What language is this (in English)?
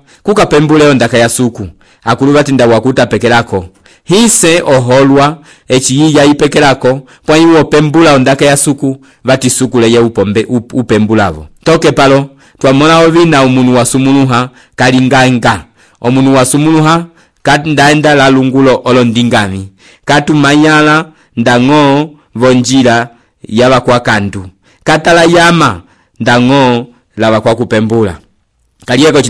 Umbundu